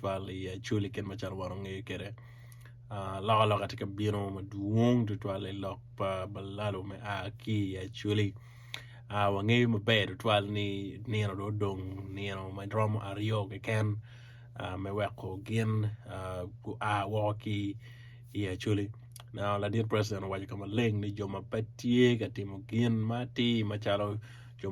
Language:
Acoli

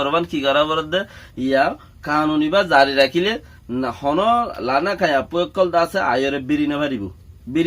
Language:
Rohingya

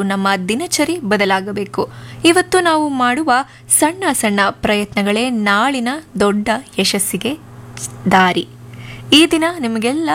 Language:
Kannada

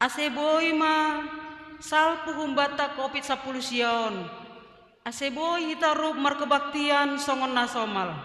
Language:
Batak Simalungun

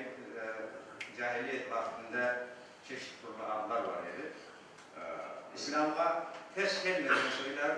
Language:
Crimean Tatar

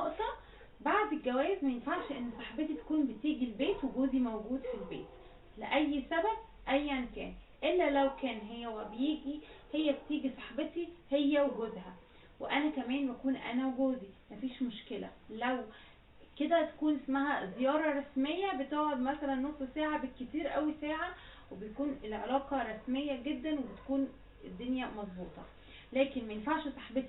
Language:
Egyptian Arabic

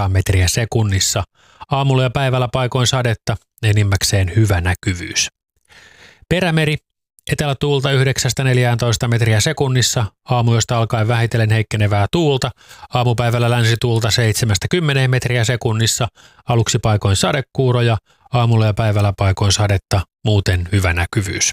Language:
Finnish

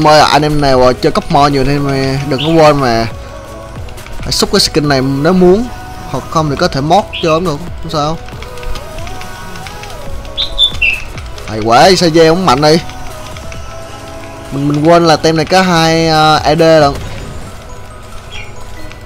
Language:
Vietnamese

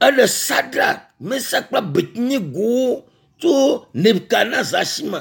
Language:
Ewe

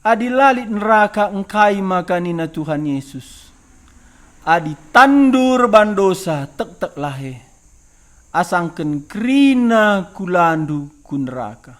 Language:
Batak Karo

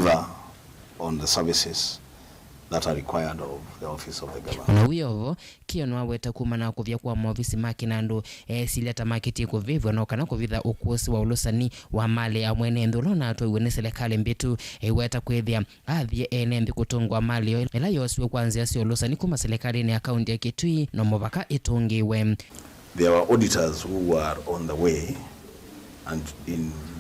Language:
Kamba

